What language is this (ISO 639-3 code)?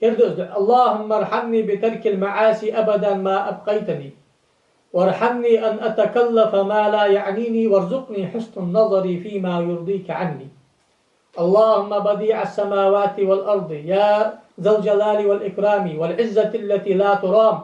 inh